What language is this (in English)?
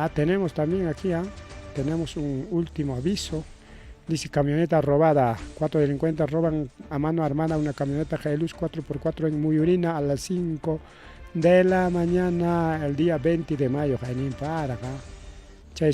Ayacucho Quechua